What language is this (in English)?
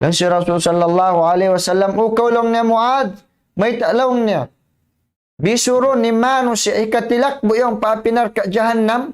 Tausug